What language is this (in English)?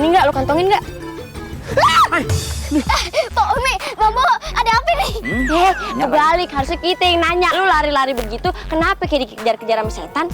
Betawi